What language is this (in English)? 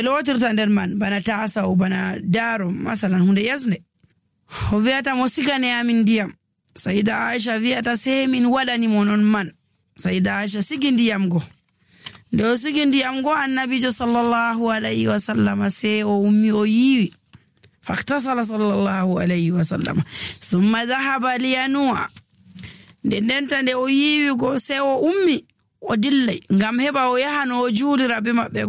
Nigerian Fulfulde